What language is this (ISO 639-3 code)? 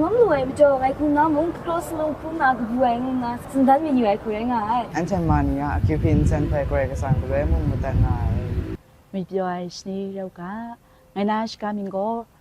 kac